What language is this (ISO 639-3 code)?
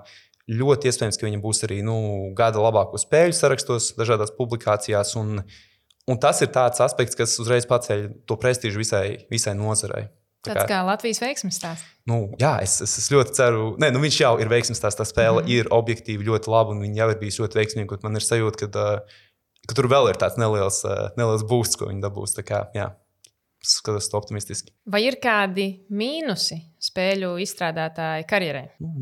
lav